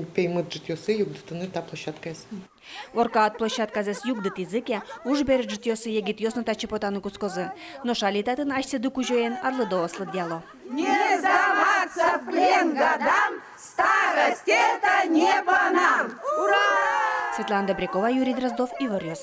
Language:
Udmurt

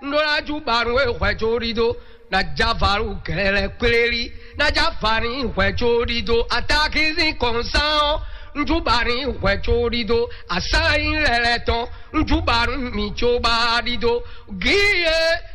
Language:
Fon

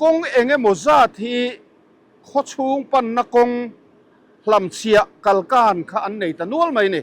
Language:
Mizo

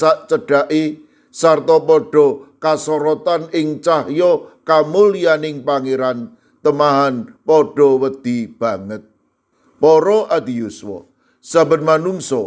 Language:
Javanese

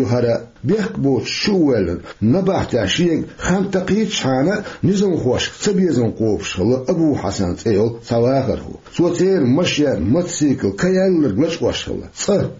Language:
Chechen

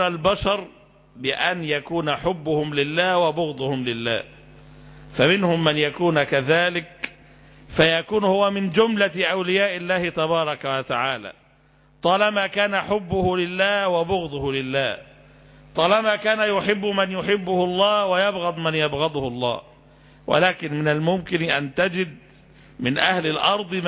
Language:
Arabic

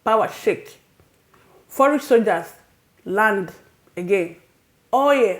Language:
Nigerian Pidgin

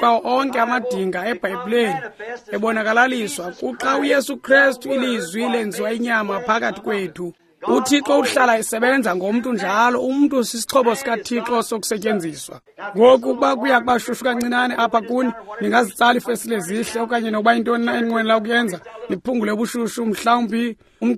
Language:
Xhosa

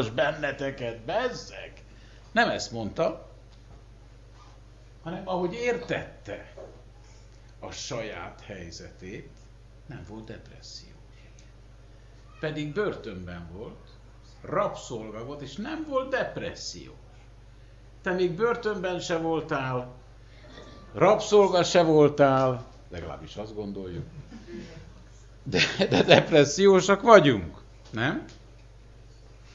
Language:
Hungarian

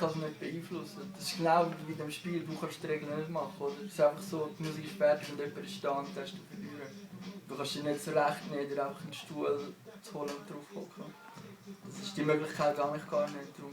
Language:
Swiss German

